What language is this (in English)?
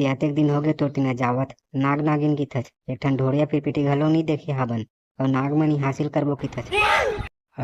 Chhattisgarhi